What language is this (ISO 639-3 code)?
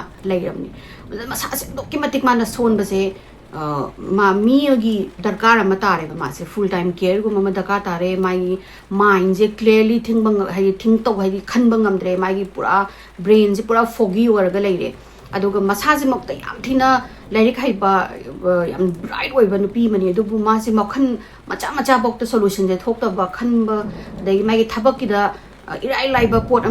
mni